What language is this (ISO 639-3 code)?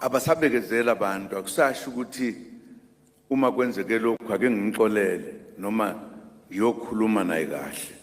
zul